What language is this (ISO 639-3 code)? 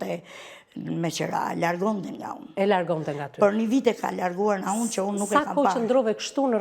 sqi